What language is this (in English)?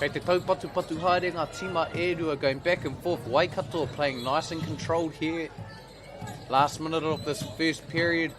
Māori